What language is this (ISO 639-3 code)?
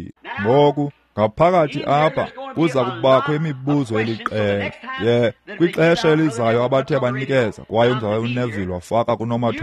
xho